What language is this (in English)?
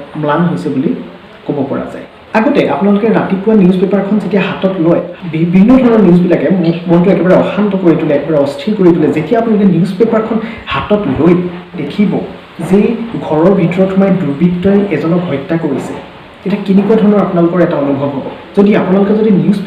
Assamese